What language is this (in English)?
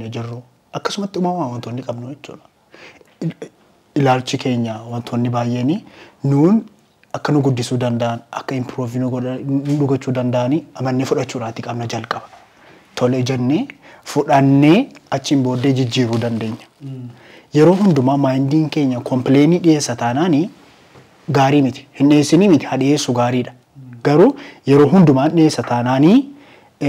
Oromo